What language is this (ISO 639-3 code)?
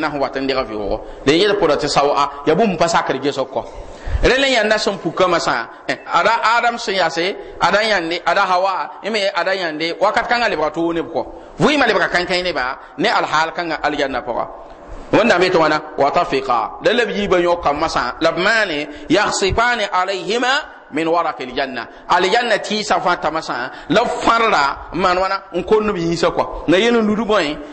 mos